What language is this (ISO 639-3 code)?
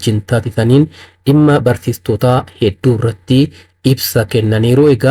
orm